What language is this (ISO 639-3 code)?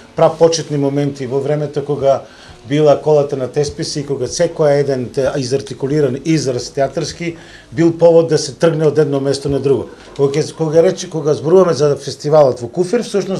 mkd